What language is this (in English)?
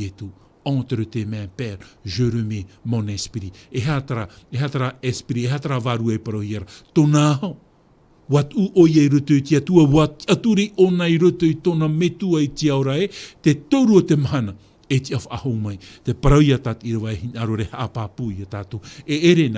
Tahitian